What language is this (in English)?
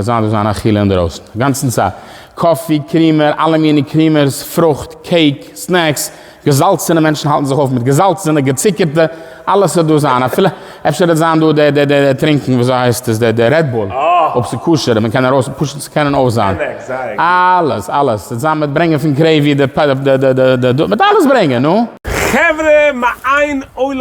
Yiddish